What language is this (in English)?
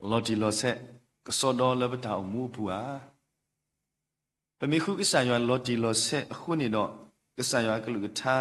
S'gaw Karen